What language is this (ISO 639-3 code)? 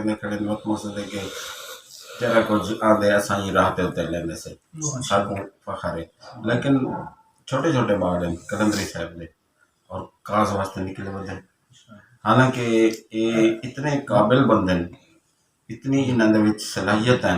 skr